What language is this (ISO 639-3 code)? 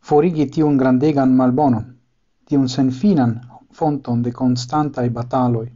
epo